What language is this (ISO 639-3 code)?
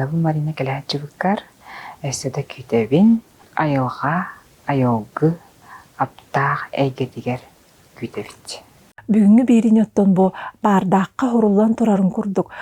sah